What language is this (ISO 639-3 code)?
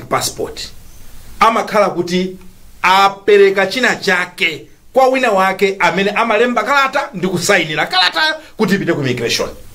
nya